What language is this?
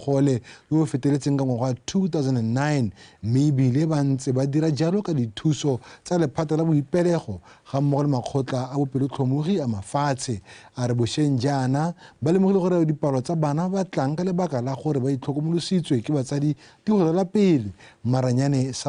Tswana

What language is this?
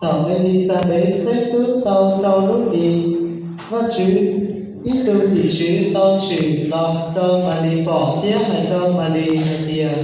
Hmong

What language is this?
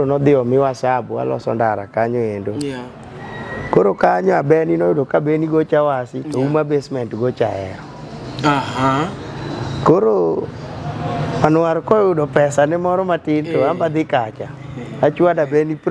Luo (Kenya and Tanzania)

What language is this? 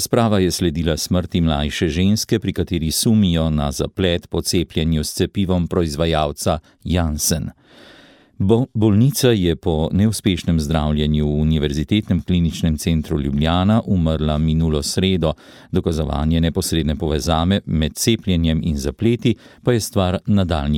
Slovenian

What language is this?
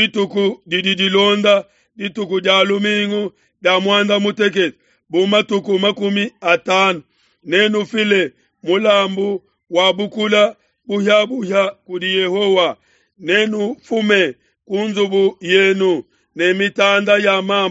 Luba-Lulua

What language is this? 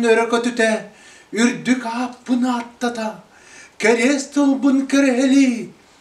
Yakut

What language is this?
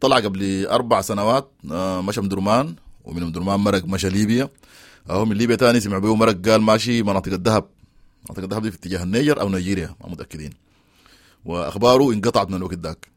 Sudanese Arabic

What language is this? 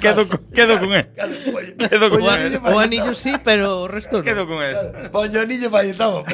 Galician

